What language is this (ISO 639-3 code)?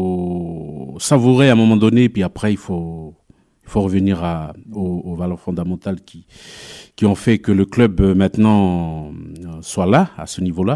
fra